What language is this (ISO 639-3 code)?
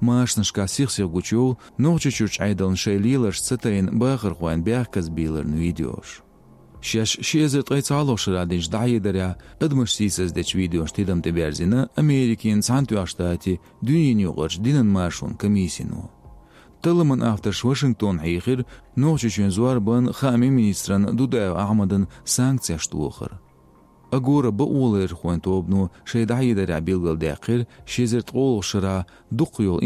che